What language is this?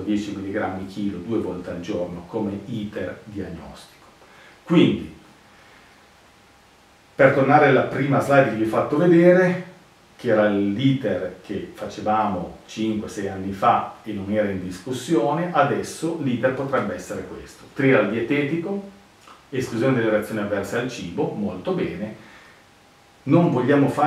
Italian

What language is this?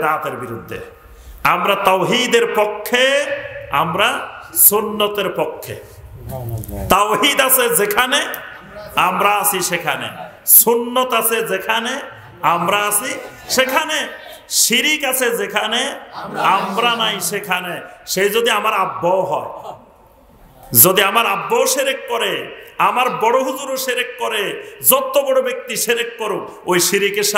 Bangla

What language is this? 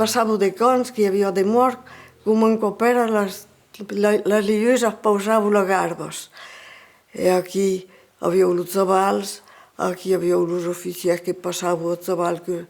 Occitan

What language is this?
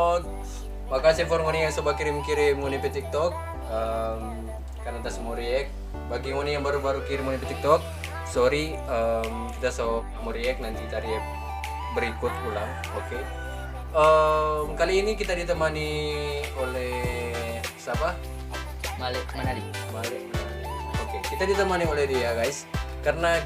Manado Malay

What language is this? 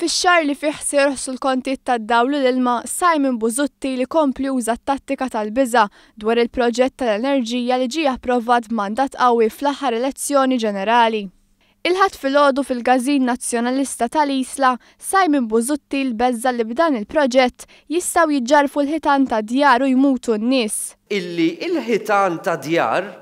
Maltese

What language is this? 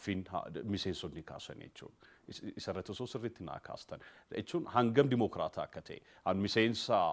Oromo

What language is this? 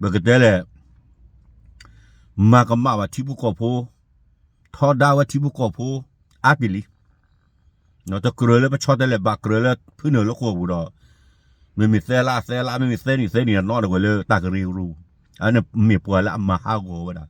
S'gaw Karen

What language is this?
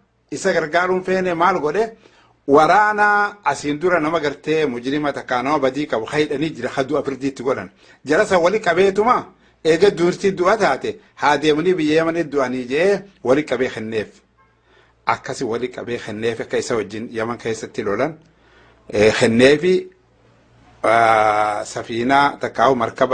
Oromo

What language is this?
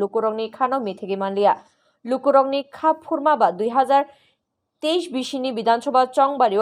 Kok Borok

